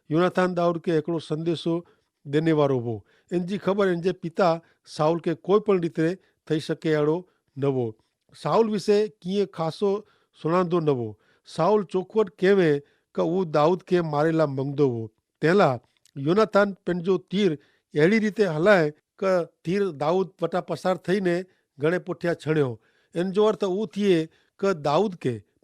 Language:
Kachhi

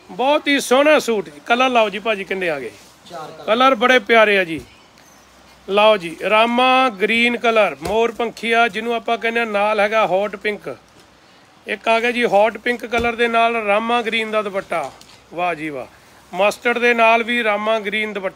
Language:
Punjabi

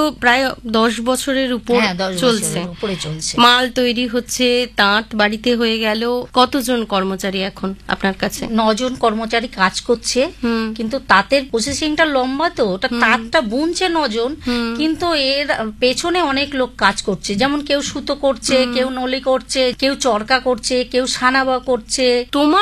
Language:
Bangla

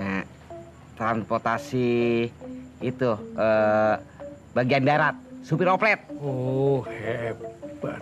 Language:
Betawi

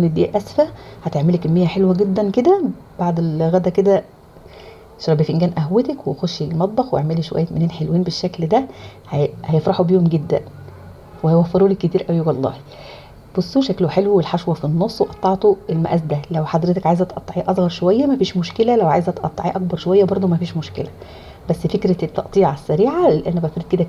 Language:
Egyptian Arabic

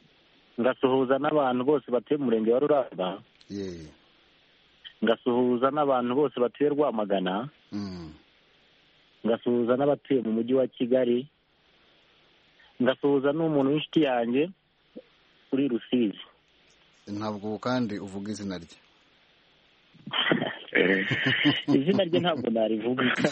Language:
Kinyarwanda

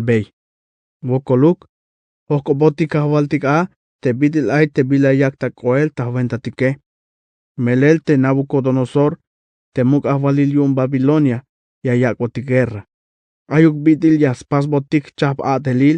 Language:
Tzeltal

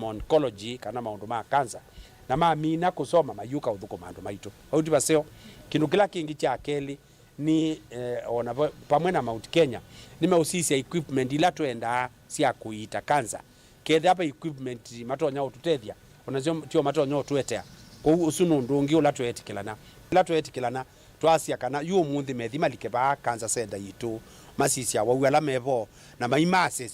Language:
Kamba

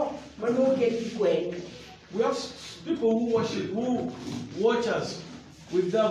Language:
Acoli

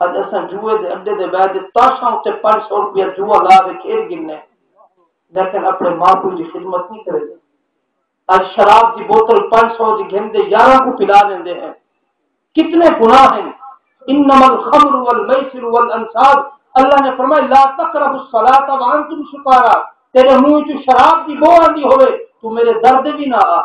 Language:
Saraiki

